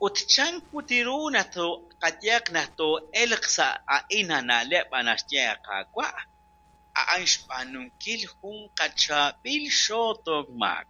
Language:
Kekchí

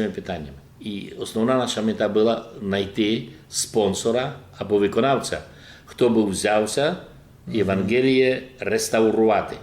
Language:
Rusyn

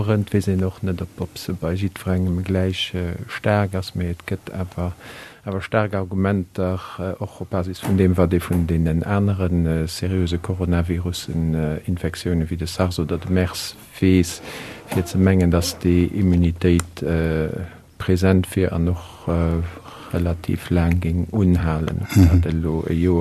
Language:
Luxembourgish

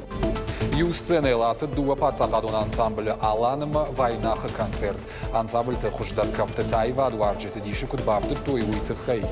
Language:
Ossetic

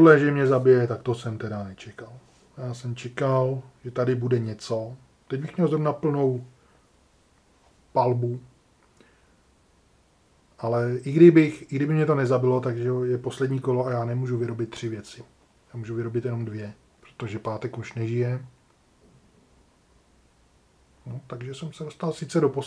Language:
Czech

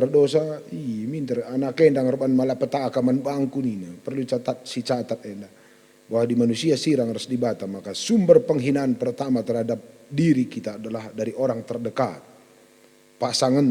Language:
Batak Karo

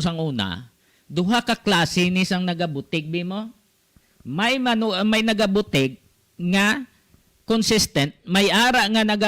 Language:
Hiligaynon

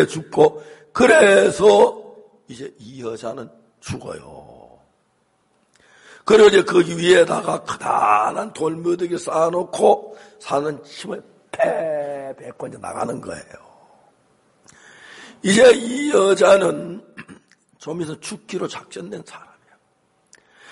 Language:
Korean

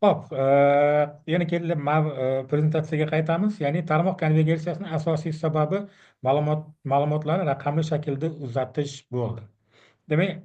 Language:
Uzbek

